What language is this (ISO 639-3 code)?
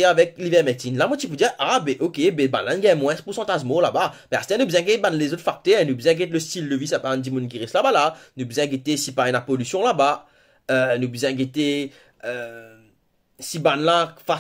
mfe